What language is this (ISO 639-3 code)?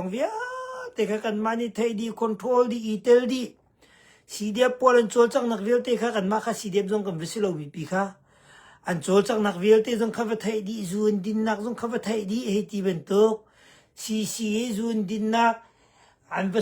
cnh